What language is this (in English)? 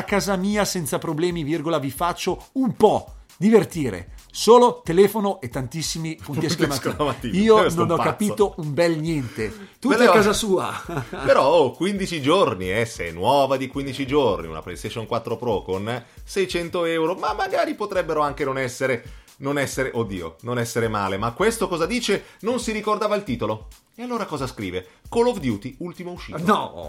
Italian